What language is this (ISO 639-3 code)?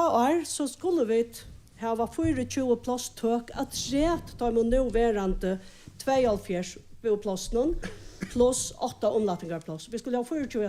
fao